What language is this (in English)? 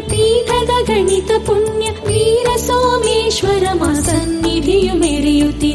Kannada